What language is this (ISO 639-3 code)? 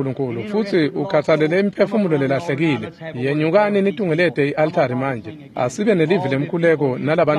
ssw